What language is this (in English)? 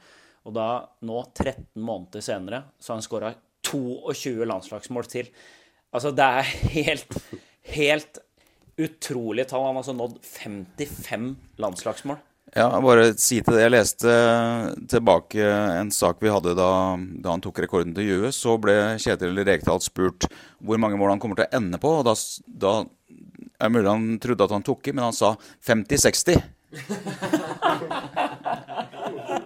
Norwegian